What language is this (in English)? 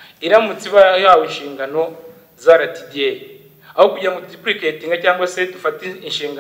Kinyarwanda